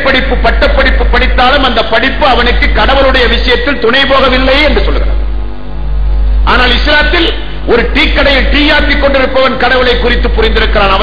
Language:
Tamil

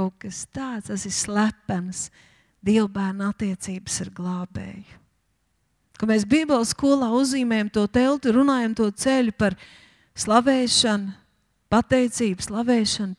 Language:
Latvian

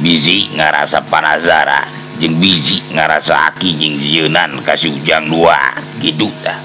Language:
Sundanese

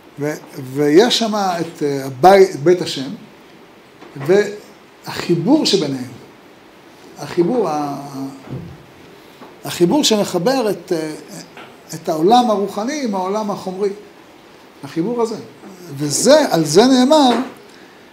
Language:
Hebrew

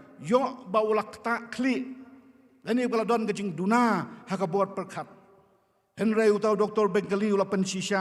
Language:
Khasi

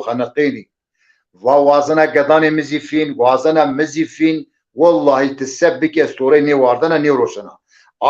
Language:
Zaza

